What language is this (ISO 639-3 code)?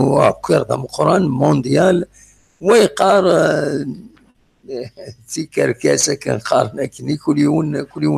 kab